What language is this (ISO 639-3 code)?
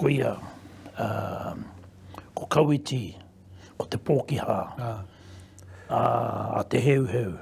mri